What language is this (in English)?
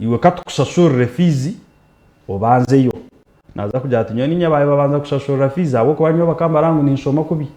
Nyankole